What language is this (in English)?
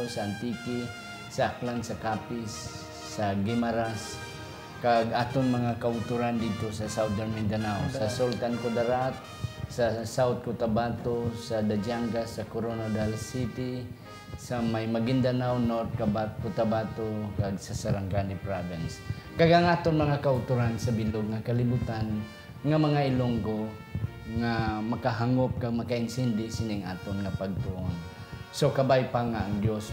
Hiligaynon